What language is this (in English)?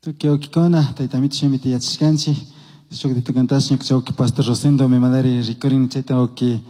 Chimborazo Highland Quichua